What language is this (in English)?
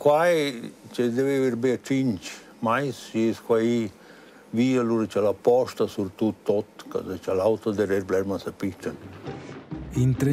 Romansh